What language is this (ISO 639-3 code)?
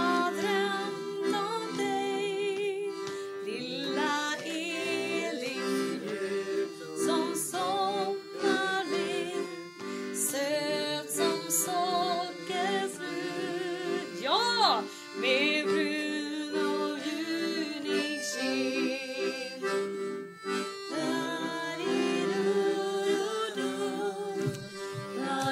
swe